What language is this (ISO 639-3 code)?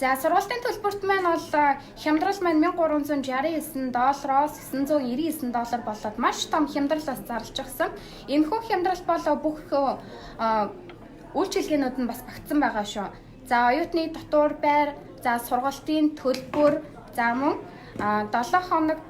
mon